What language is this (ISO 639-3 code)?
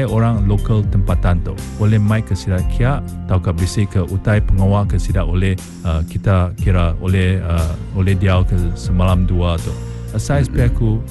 iba